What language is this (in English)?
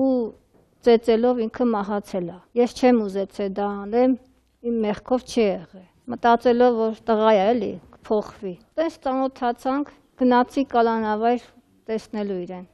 Armenian